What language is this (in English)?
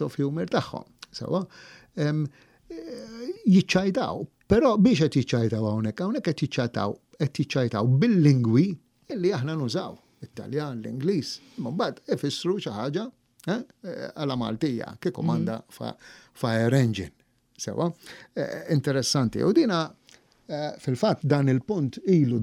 Maltese